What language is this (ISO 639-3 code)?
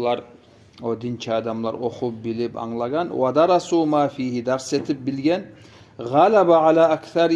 kum